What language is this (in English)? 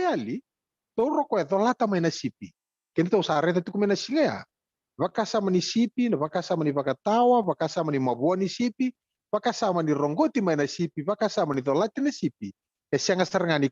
Fijian